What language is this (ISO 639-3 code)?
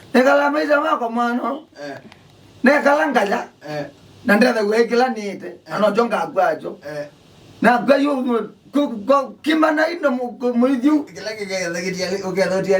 kam